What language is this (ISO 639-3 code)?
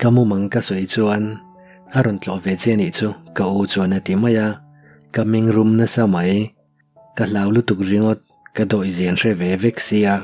lus